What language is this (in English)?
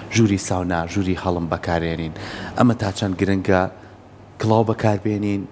Central Kurdish